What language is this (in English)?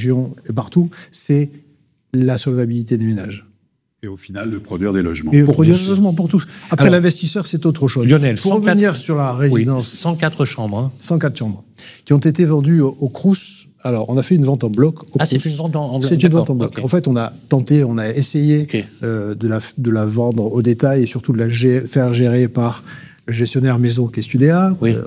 French